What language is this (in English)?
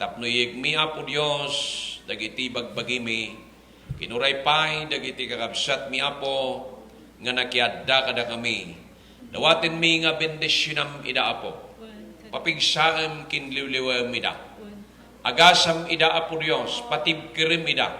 Iloko